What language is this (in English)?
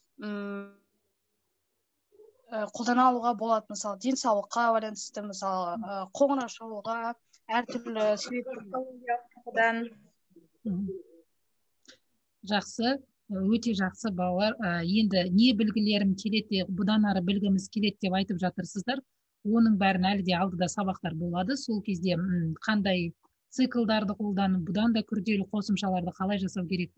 Kazakh